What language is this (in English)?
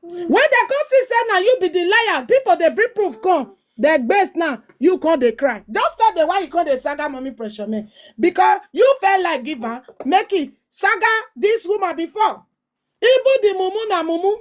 Nigerian Pidgin